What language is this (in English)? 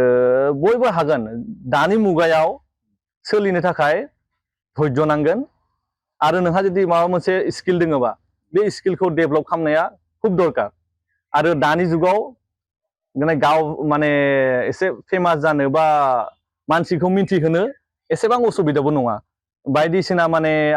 Bodo